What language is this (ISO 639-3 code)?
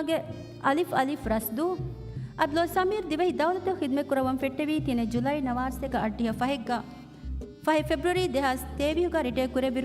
div